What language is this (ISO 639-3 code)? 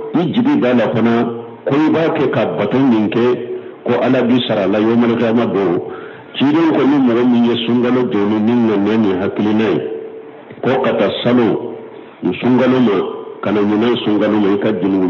bam